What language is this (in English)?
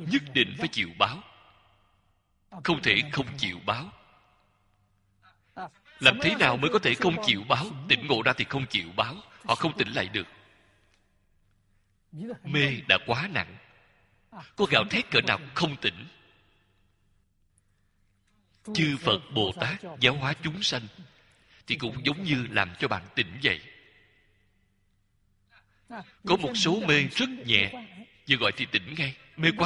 Vietnamese